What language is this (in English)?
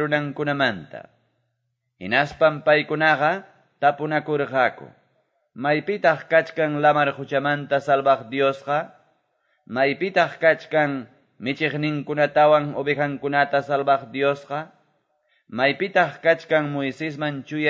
Quechua